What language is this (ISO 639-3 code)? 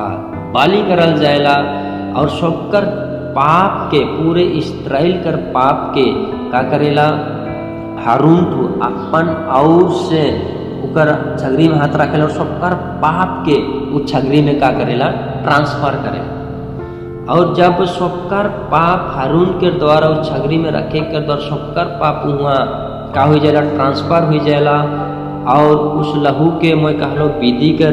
sck